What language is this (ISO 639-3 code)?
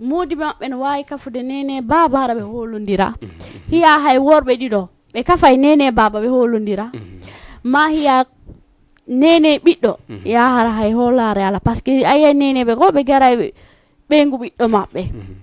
ful